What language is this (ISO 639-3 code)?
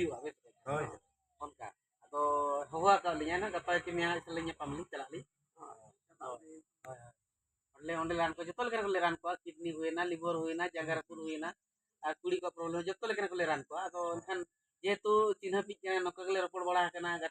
sat